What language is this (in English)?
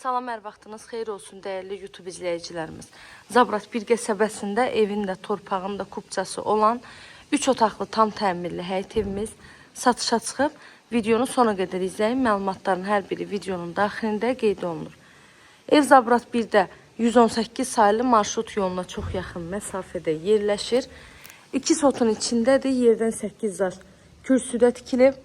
Azerbaijani